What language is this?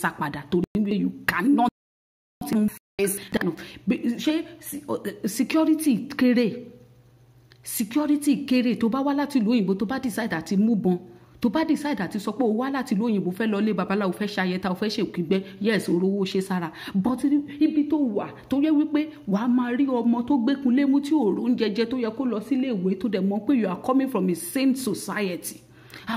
Yoruba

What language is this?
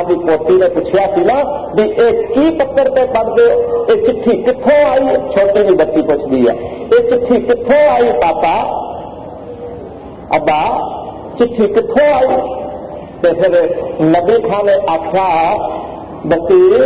Punjabi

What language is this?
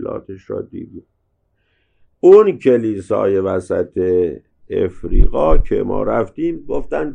Persian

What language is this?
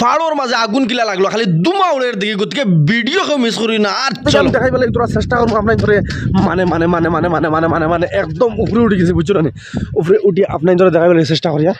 Sylheti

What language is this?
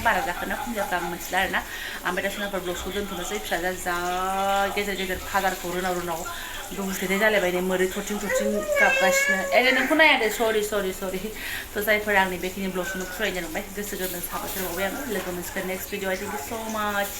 Bodo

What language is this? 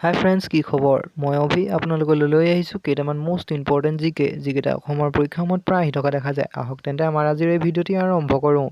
Assamese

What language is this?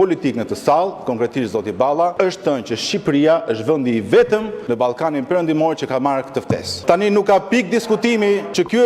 Albanian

